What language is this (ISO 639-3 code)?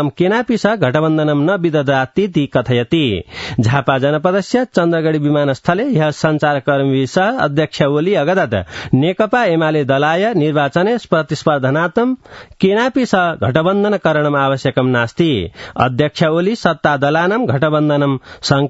san